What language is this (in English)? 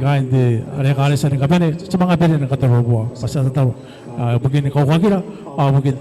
Gilbertese